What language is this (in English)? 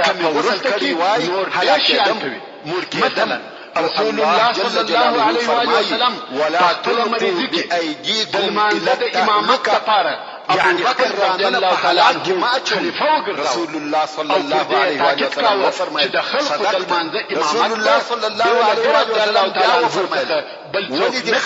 Pashto